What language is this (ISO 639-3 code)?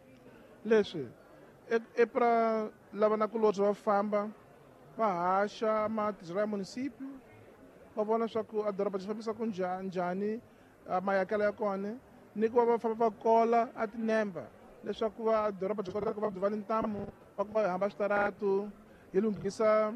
tso